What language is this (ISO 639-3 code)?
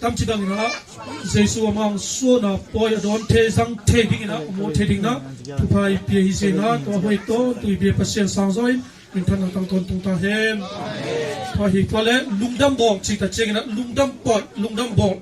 ctd